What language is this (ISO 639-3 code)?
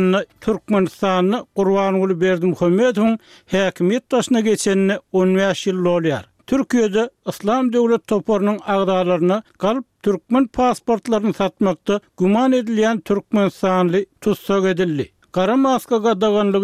tuk